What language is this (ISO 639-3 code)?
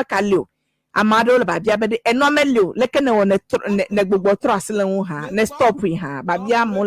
ewe